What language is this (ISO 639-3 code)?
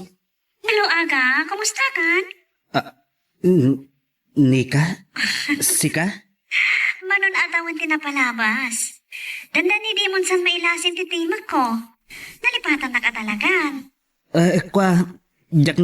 ilo